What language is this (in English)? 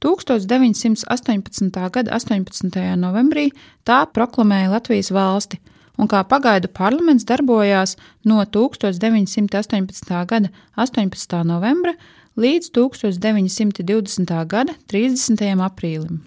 Latvian